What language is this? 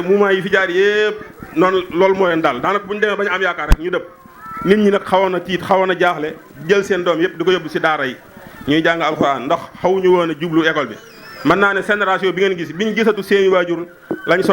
Wolof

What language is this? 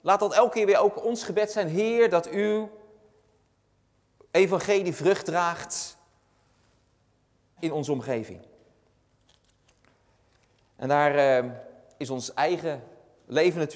Dutch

